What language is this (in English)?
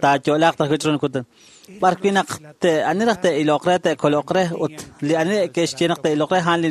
Kekchí